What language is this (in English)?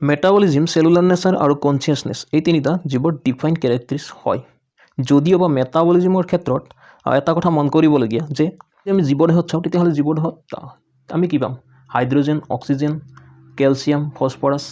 Assamese